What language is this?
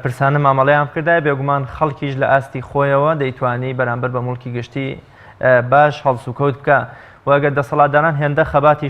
Central Kurdish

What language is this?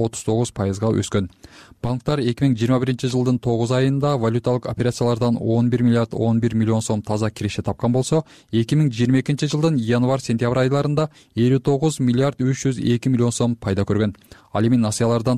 Kyrgyz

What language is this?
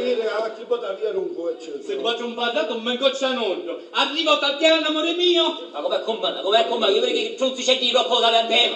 Sicilian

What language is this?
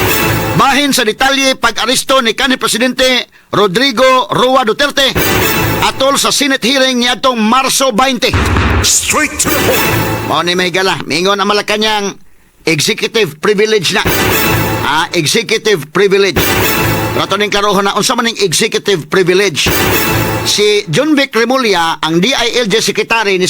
Cebuano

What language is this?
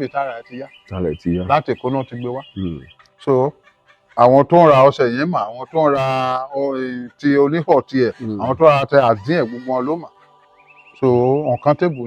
Yoruba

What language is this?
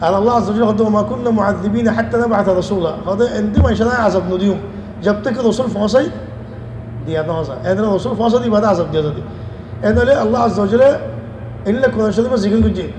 Rohingya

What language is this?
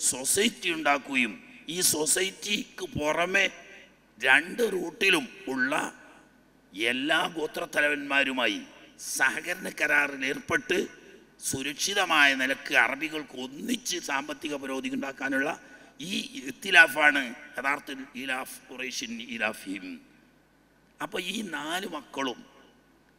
Malayalam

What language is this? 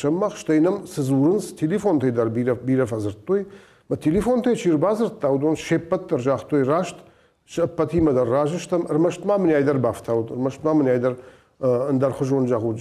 Ossetic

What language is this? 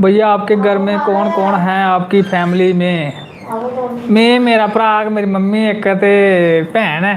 Dogri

